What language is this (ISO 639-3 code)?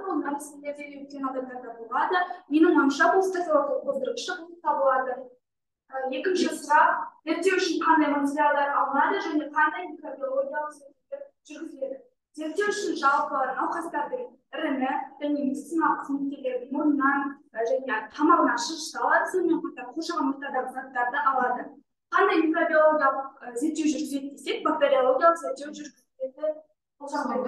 kaz